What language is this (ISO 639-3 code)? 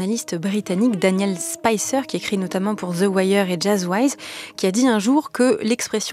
fra